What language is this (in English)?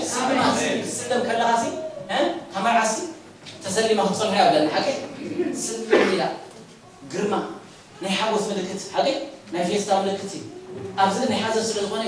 Tigrinya